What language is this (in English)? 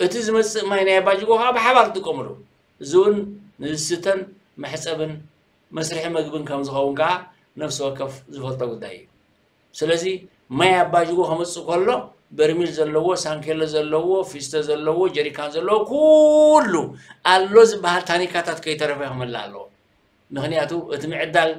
Tigrinya